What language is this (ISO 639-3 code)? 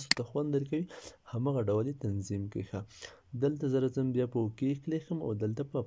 pus